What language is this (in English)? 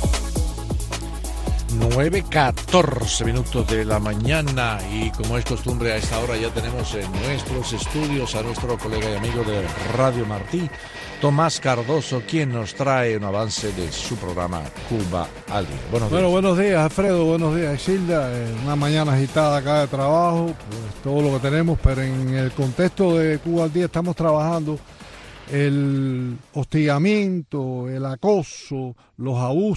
Spanish